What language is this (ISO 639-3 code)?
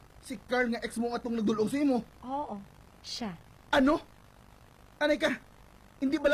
hil